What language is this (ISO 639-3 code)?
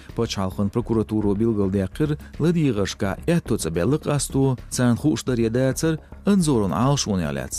che